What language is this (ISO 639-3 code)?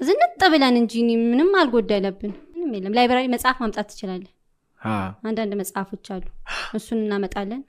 amh